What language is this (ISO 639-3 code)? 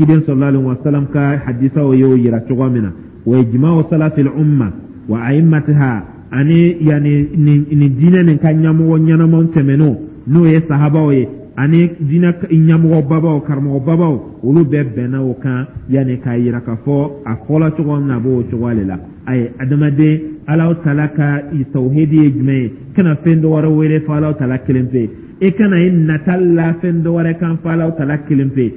dyu